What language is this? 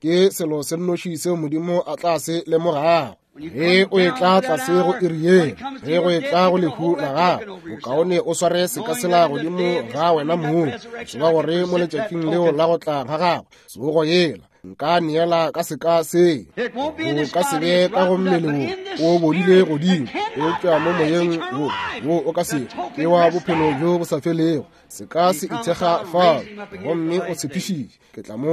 Northern Sotho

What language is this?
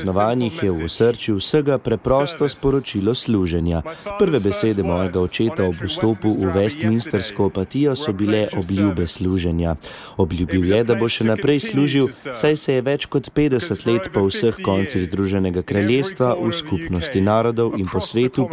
Slovenian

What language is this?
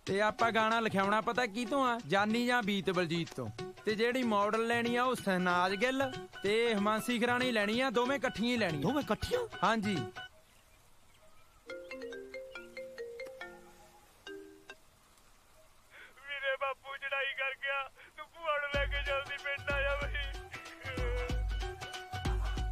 Punjabi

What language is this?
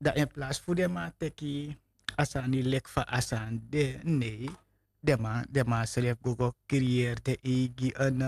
Sranan Tongo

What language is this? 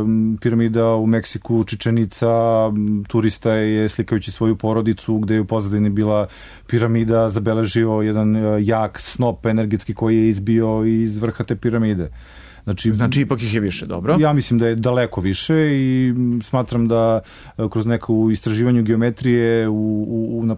Serbian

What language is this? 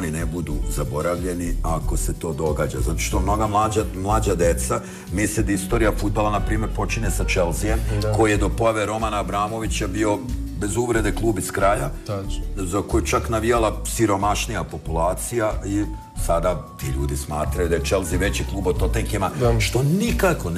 Bosnian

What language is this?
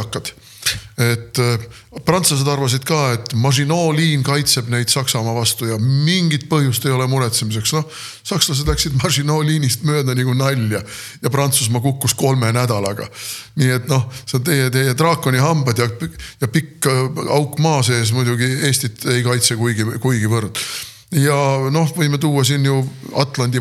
Estonian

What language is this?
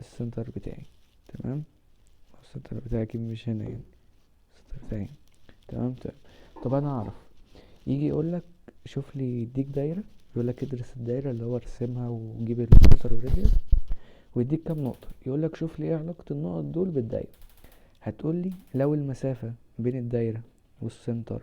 Egyptian Arabic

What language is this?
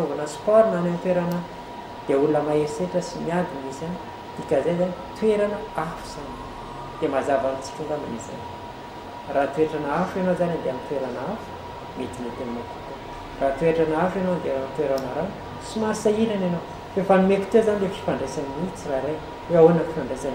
Malagasy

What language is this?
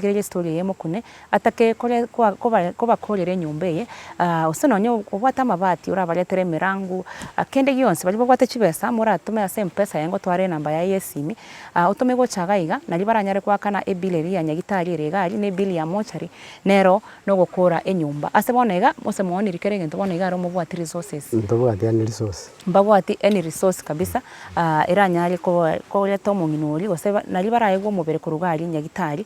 Gusii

